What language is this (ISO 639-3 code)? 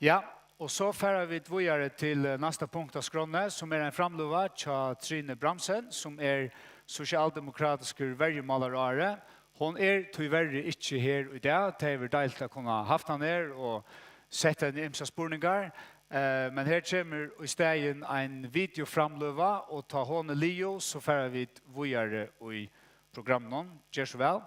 fao